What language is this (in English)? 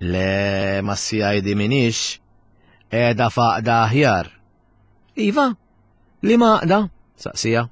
Maltese